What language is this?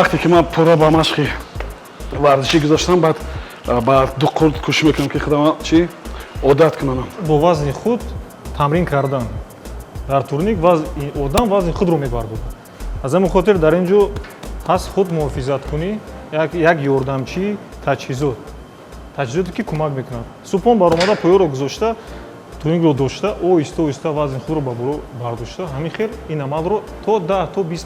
Tajik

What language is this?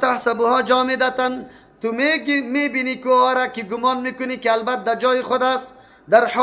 Persian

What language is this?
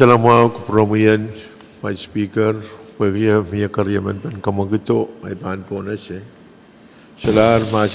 Pohnpeian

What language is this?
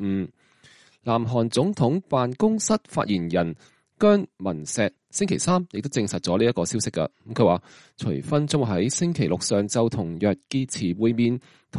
Cantonese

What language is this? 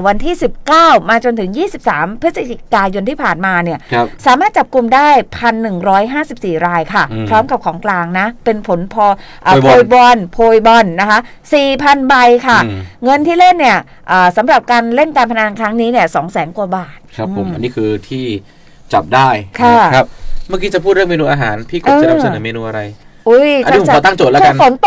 Thai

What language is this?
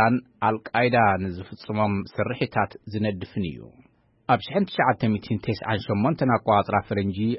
Tigrinya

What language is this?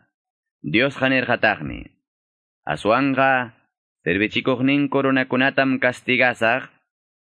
Quechua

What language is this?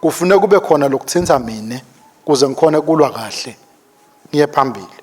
Swati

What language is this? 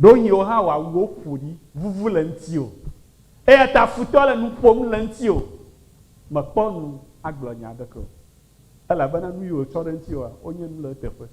Ewe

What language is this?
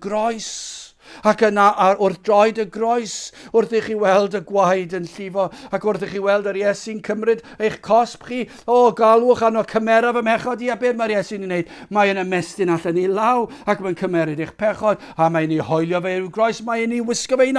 Welsh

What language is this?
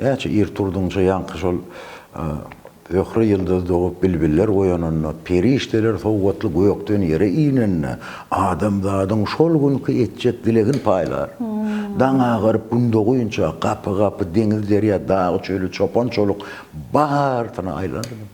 Turkmen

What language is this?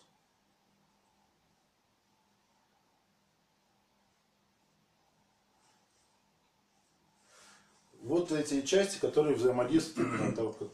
Russian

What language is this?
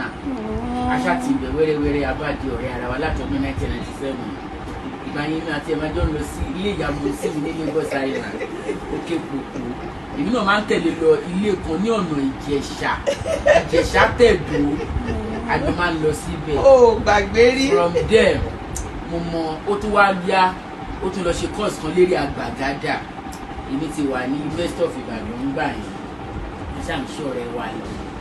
Yoruba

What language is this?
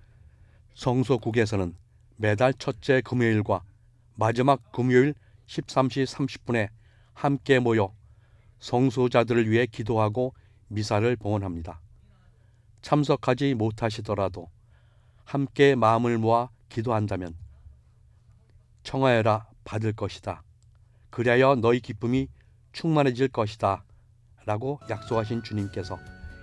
Korean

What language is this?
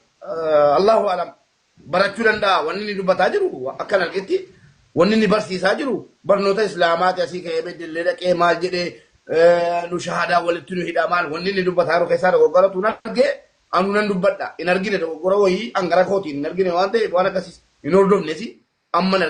Oromo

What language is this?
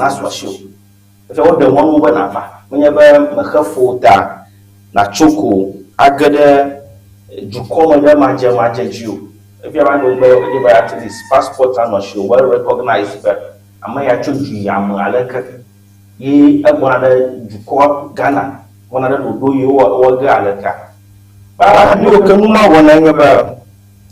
Ewe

